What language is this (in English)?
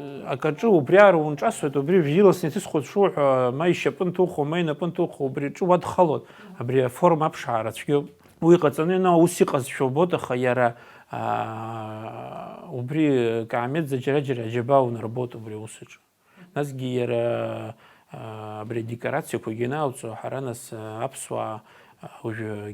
Abkhazian